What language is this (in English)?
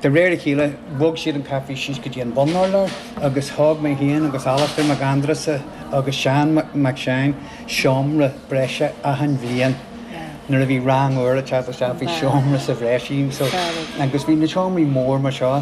Irish